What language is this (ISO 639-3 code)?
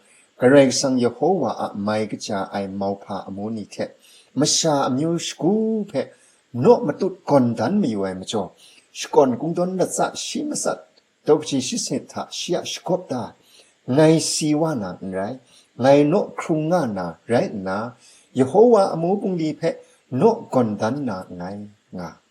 kac